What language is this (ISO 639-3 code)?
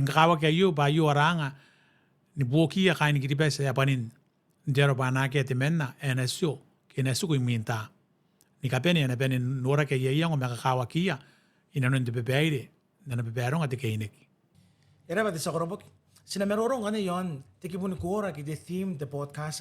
gil